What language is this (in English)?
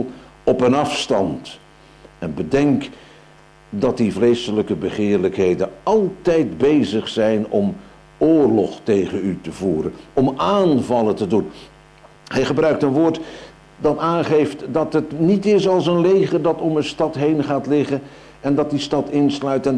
Dutch